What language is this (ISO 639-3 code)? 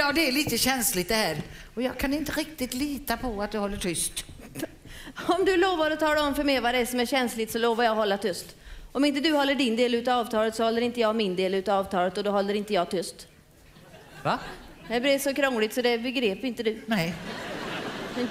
swe